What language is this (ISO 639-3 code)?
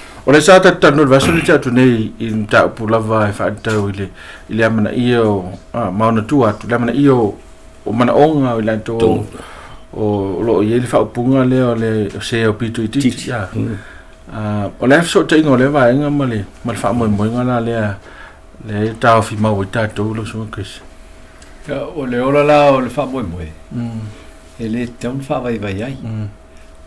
smo